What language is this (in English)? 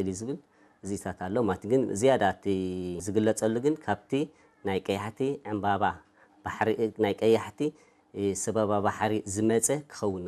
Tigrinya